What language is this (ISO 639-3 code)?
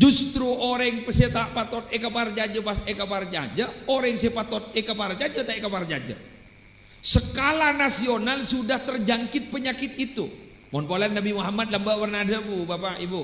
mad